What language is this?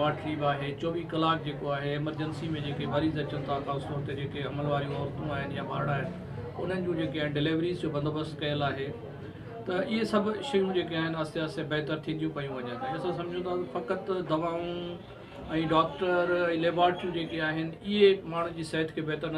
Sindhi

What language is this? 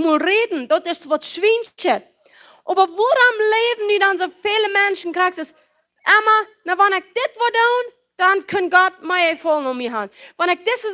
Plautdietsch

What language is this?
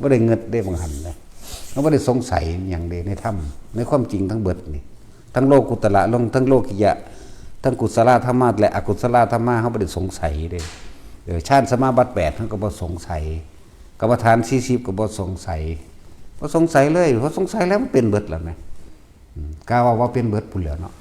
Northeastern Thai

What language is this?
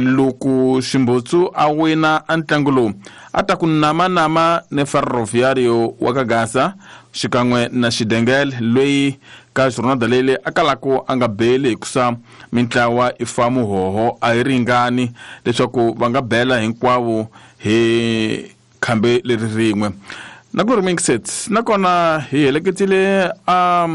Tsonga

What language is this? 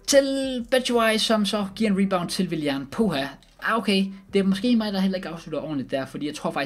Danish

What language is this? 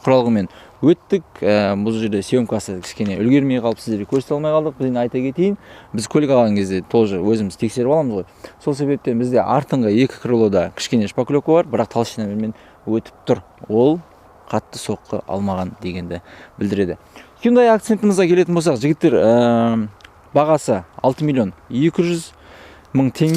Kazakh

